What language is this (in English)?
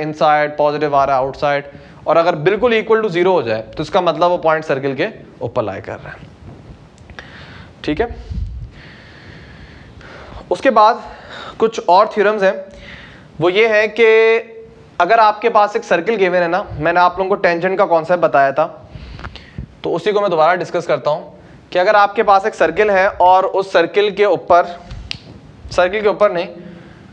Hindi